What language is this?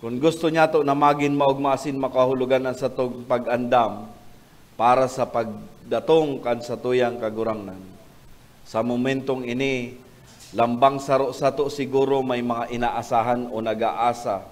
Bikol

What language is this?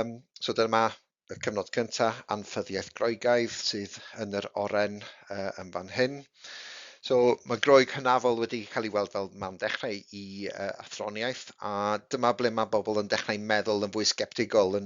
Welsh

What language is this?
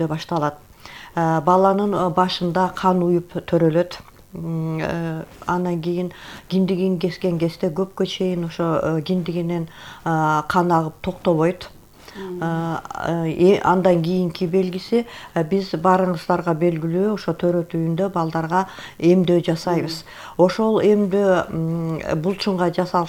Kyrgyz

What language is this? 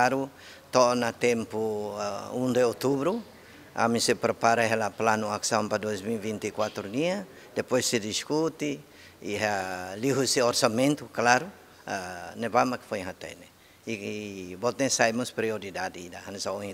Tetum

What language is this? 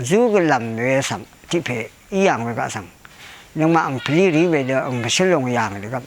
Rawang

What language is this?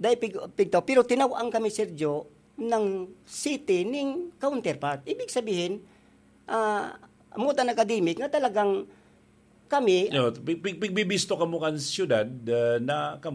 Bikol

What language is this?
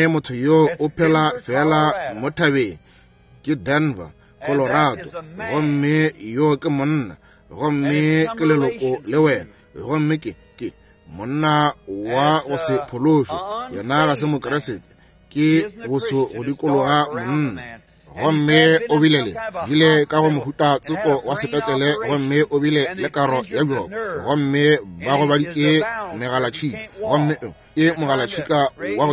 Northern Sotho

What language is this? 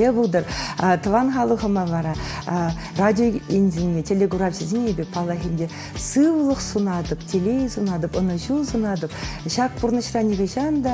Chuvash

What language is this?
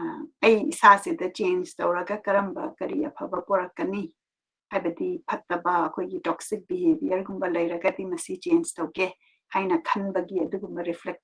Manipuri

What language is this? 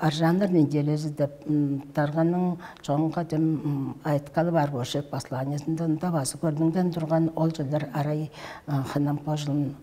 Tuvinian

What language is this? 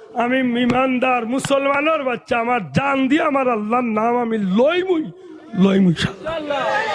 Sylheti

